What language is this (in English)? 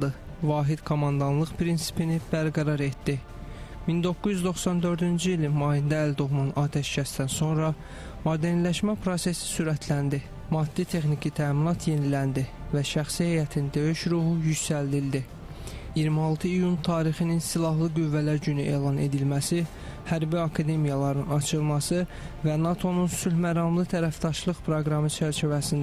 Azerbaijani